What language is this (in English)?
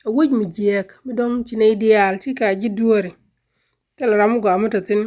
Nuer